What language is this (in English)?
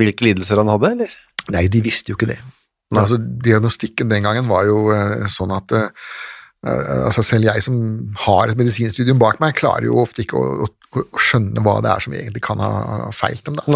Norwegian